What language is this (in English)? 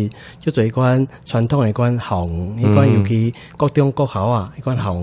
Min Nan Chinese